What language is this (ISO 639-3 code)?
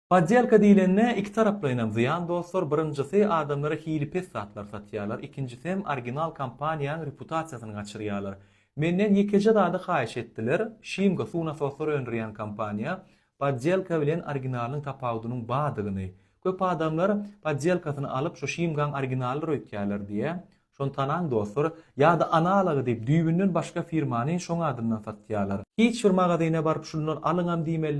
tuk